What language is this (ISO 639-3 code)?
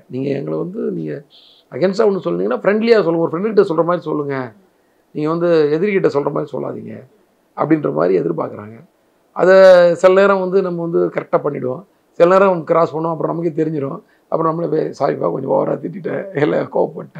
tam